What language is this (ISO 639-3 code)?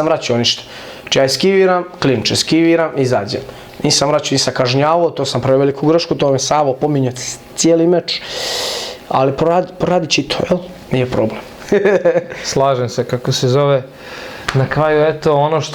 bos